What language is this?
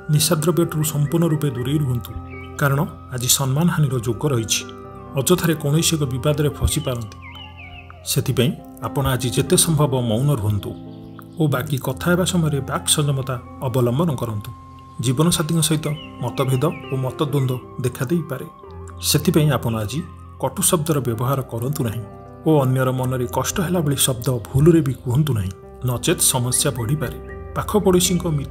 Odia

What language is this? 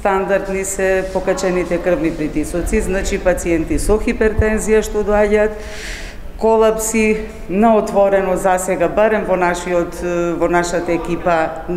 Macedonian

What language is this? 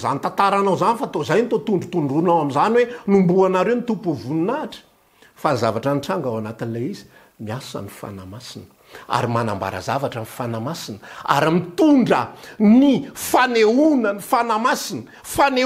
Malagasy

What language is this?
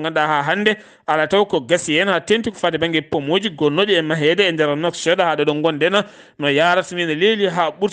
Fula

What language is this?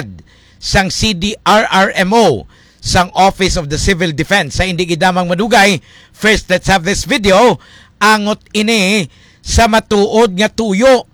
Hiligaynon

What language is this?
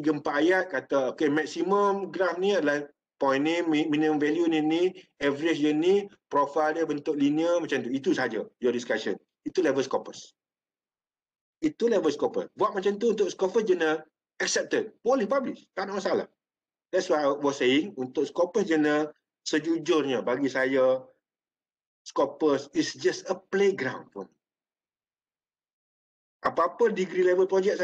Malay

